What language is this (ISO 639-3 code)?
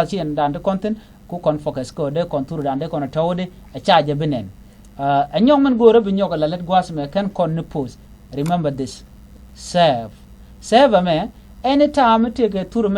nus